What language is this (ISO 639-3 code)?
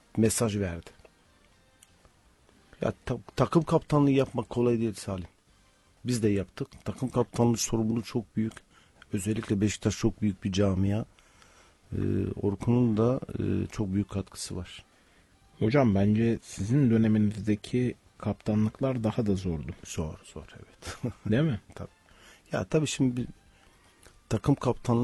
tur